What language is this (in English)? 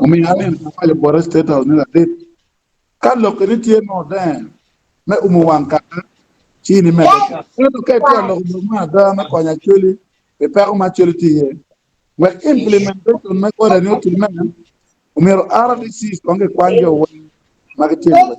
Acoli